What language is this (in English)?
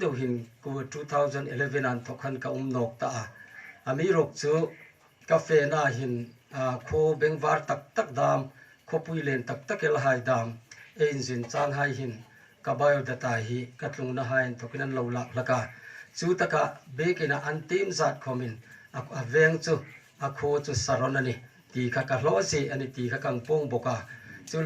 Hmar